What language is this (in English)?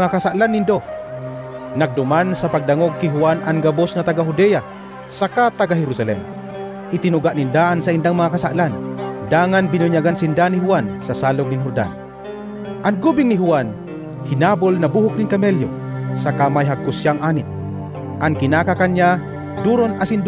Bikol